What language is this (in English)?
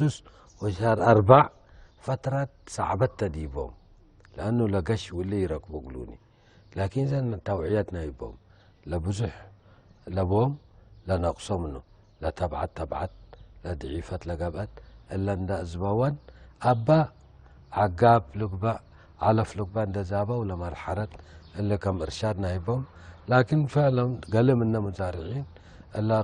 Tigre